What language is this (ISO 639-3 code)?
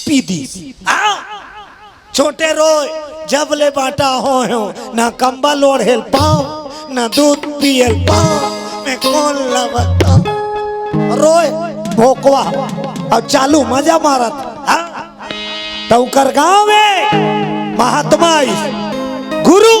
hne